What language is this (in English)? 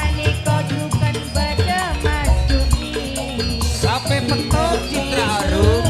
Madurese